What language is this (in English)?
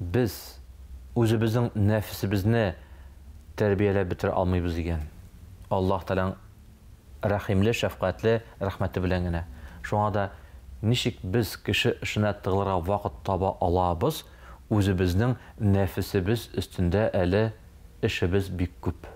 Tatar